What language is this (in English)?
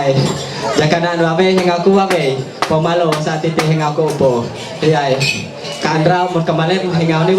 Ma'anyan